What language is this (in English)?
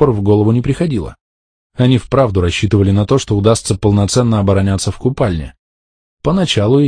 Russian